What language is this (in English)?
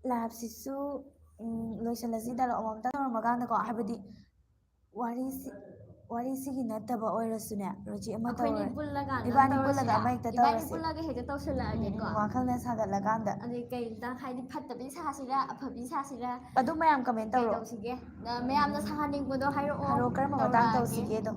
Manipuri